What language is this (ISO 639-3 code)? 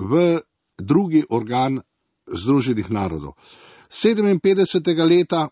slv